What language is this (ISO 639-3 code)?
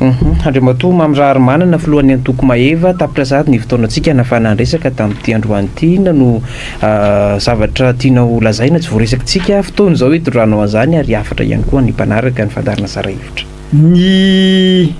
mlg